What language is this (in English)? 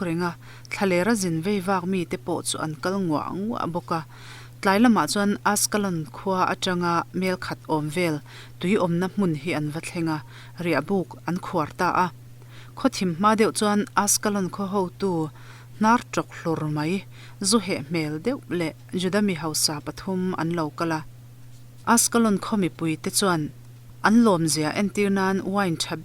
Mizo